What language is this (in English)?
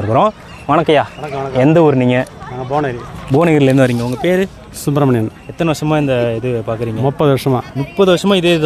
Tamil